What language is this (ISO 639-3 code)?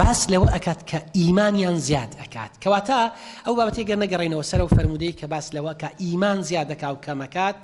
ckb